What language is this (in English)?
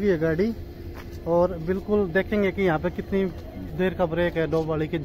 Hindi